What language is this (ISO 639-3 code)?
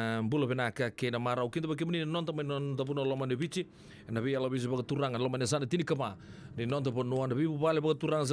fij